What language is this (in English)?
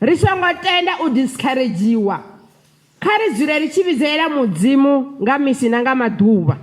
Venda